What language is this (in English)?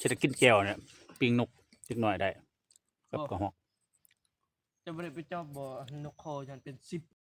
Lao